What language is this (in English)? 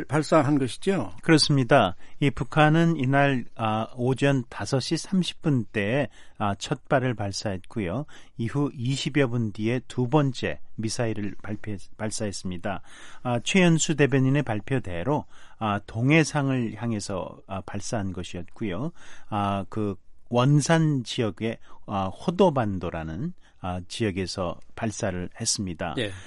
Korean